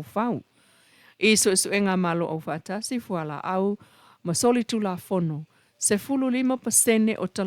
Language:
Samoan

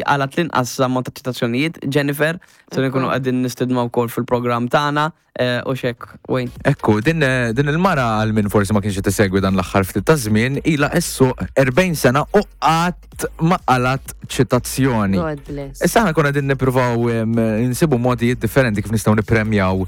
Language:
Maltese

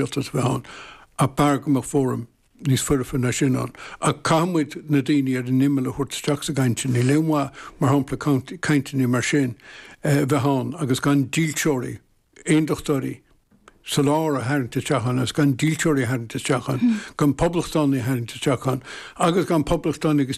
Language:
Irish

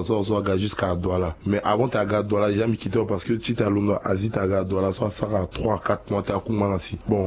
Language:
Sango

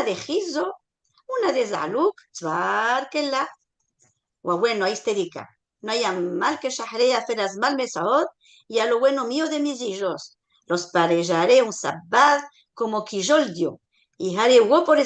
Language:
Ladino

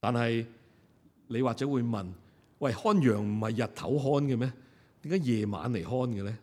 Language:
Cantonese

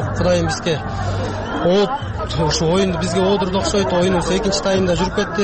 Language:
Kyrgyz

